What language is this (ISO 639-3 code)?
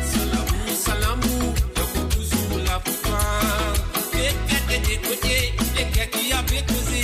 mfe